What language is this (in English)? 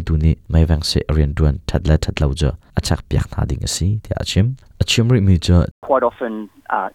Hakha Chin